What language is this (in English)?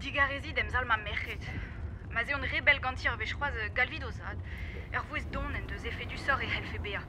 Breton